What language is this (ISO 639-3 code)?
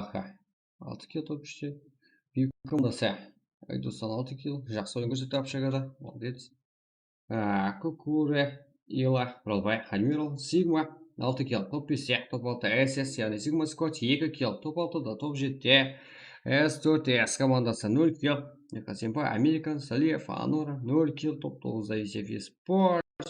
kaa